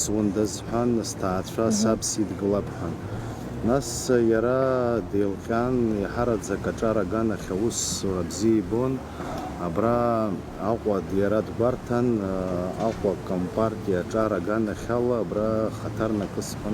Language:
Abkhazian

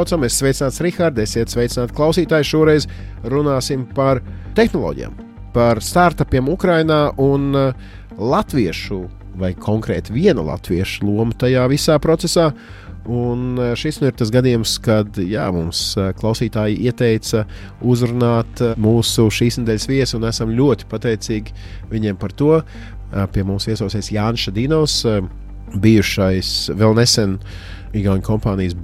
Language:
Latvian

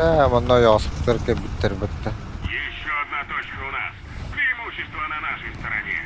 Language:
Yakut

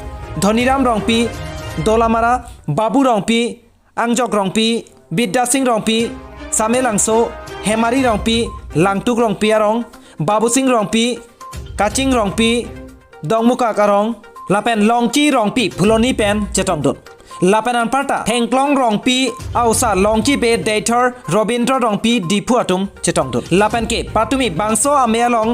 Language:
Karbi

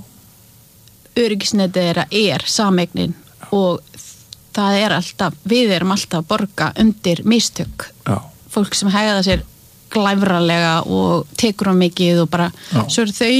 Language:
Icelandic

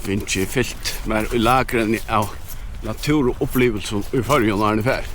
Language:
Faroese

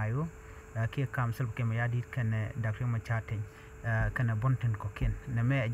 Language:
Nuer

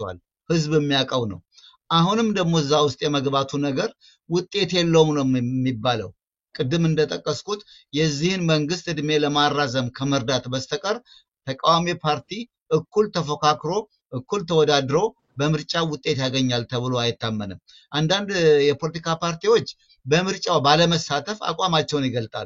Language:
Amharic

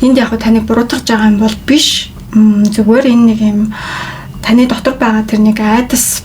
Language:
Mongolian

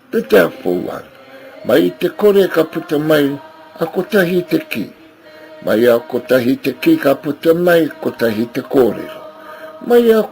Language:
Māori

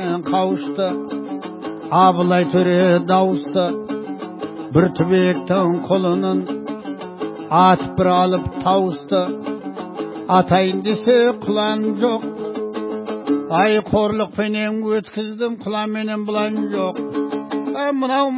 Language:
Kazakh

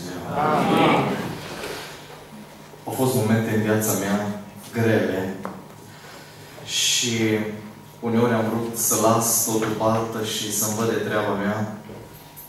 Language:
Romanian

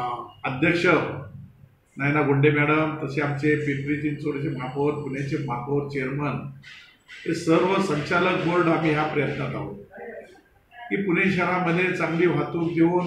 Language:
Marathi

